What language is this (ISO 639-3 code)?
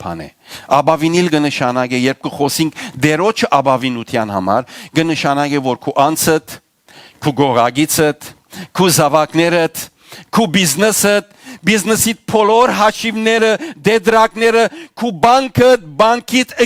hyw